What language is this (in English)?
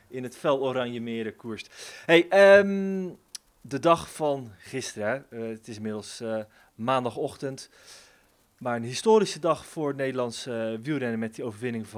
Dutch